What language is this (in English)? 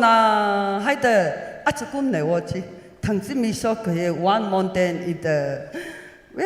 Tangkhul Naga (India)